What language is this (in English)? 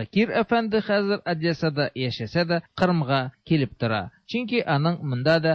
Tatar